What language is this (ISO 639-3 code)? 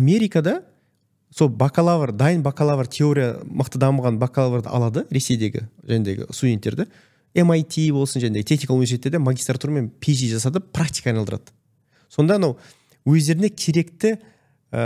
kaz